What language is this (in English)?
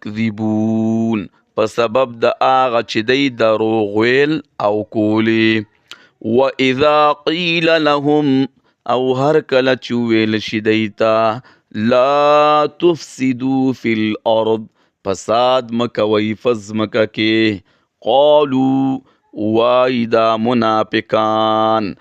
Pashto